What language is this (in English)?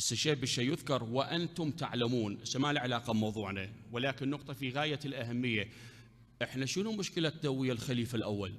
Mesopotamian Arabic